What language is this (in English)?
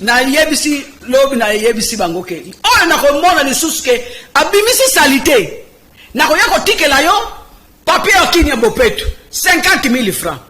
Lingala